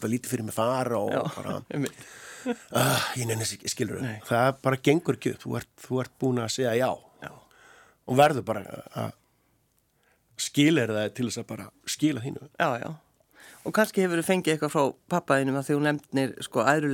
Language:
Icelandic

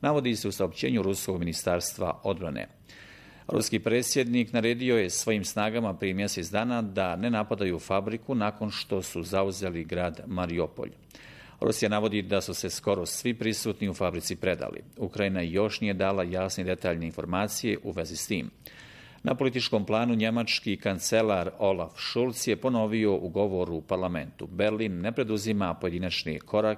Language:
Bosnian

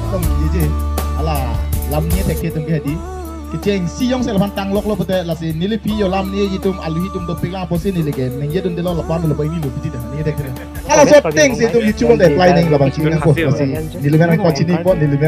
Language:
Karbi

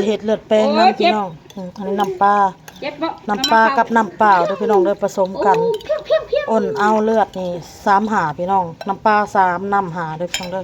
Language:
Northeastern Thai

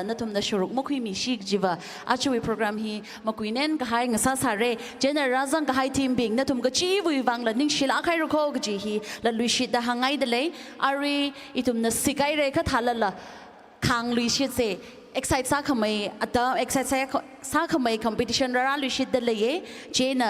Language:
Tangkhul Naga (India)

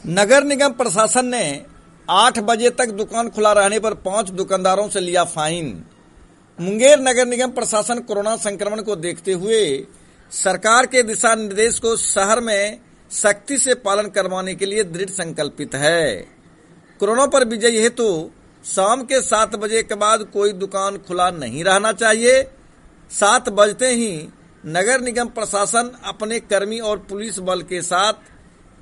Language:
Hindi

